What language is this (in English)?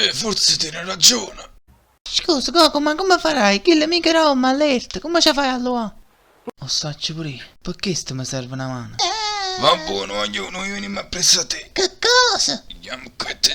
Neapolitan